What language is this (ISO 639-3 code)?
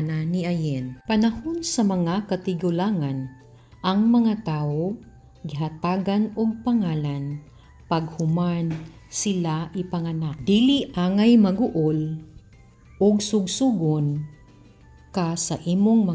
ceb